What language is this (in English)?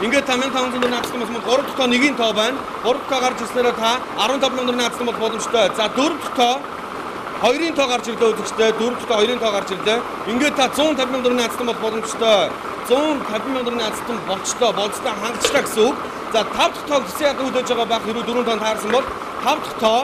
Mongolian